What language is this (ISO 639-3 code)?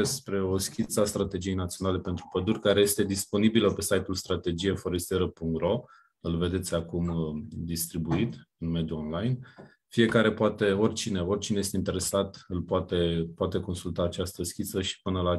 ron